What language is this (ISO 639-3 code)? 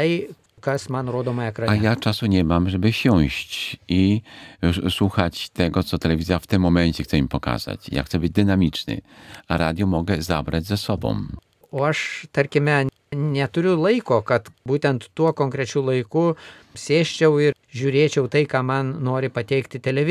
lit